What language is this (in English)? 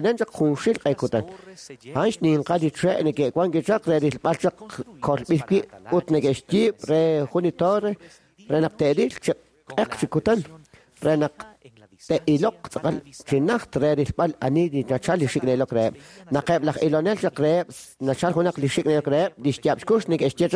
Kekchí